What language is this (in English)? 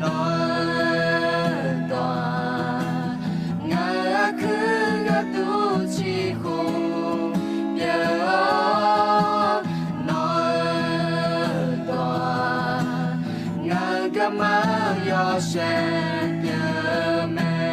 Akha